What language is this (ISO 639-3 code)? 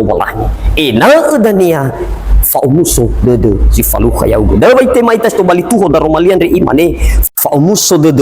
nia